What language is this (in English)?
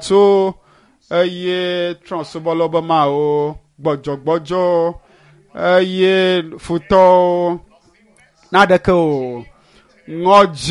Ewe